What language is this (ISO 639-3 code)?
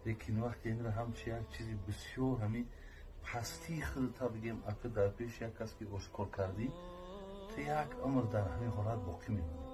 tgk